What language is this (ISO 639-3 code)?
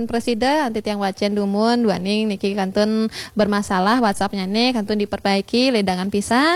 ban